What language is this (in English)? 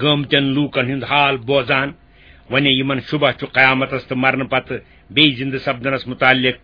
Kashmiri